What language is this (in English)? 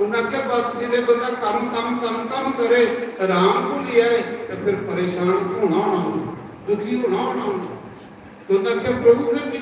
Dogri